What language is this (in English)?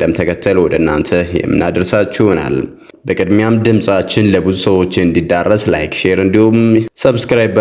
Amharic